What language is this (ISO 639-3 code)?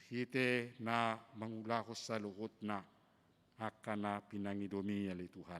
bbc